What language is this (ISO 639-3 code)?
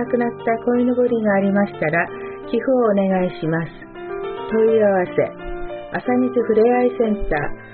jpn